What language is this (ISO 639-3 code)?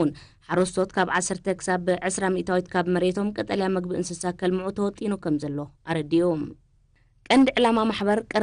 tir